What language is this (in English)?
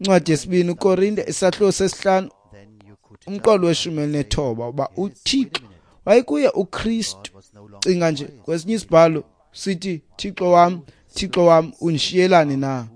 Xhosa